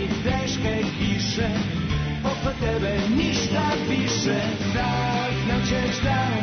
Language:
Serbian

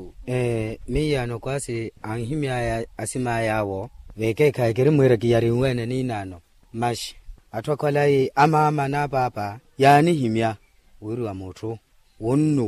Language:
Makhuwa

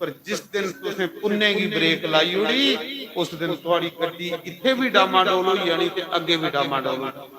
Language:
Dogri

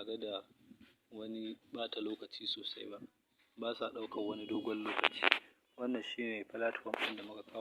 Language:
Hausa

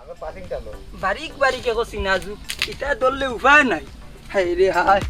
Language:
Sylheti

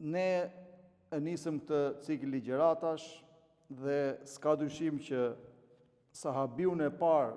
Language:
Albanian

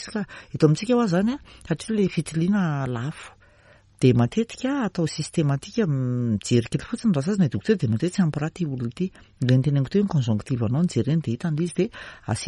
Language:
Malagasy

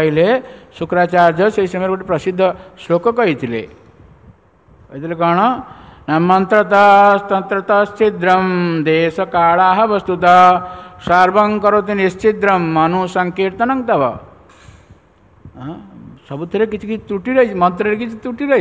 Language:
Odia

